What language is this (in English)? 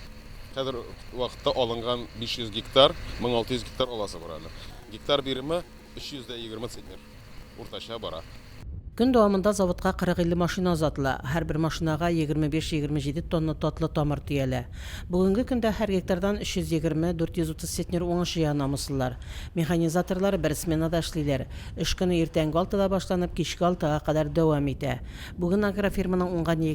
Tatar